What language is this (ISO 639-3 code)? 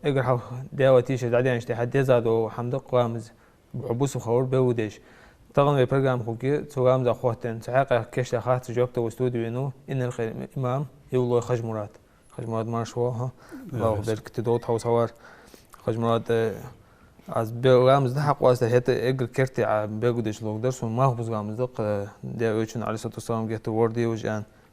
inh